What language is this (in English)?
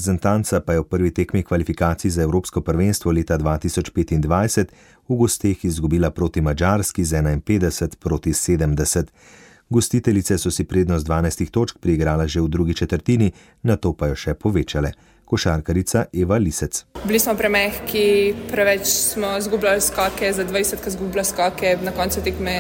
Slovenian